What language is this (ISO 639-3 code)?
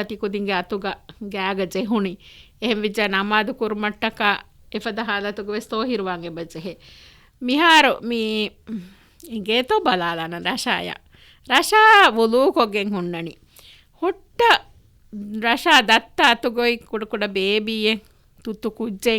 div